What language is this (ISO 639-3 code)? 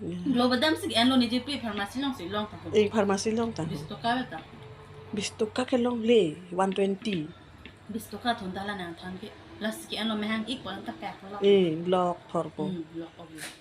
mjw